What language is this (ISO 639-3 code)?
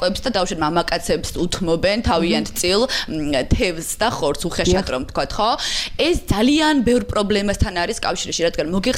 kat